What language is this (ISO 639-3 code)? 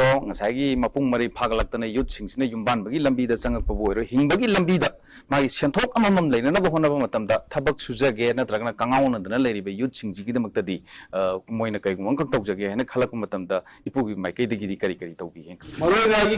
mni